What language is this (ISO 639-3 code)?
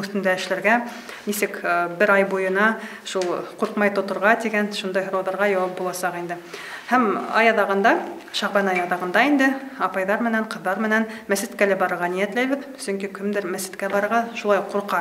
bak